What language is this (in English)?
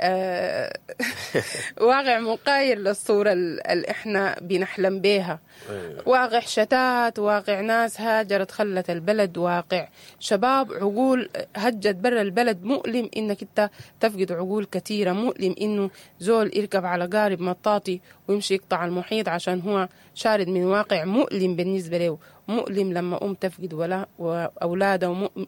Sudanese Arabic